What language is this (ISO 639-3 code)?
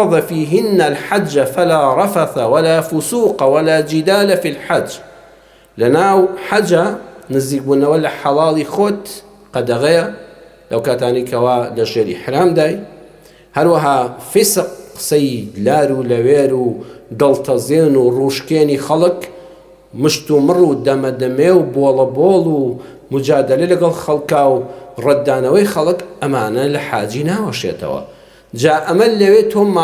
ckb